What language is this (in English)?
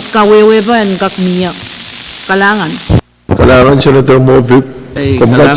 Pohnpeian